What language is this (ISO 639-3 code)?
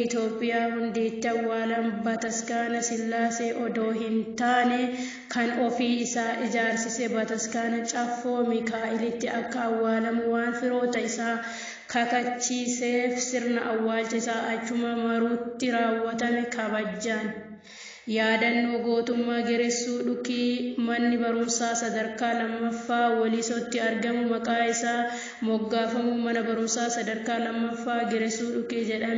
orm